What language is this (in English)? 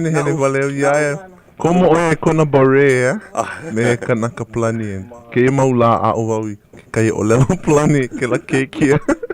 Hawaiian